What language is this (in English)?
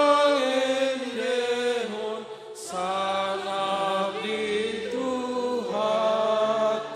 Batak Toba